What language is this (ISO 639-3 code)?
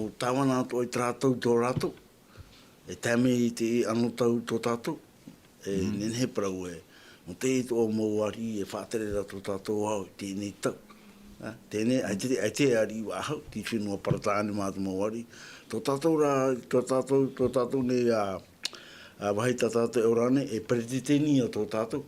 tah